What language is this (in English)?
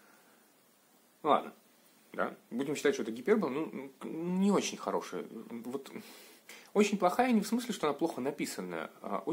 Russian